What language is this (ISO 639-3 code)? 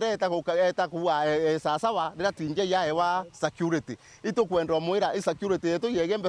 mer